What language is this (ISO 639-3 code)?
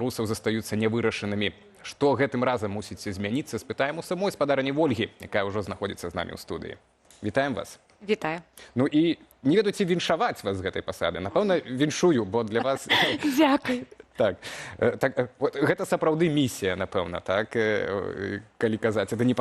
bel